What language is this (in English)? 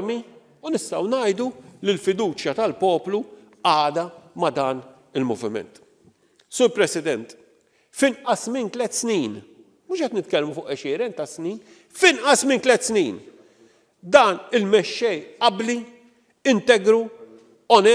Maltese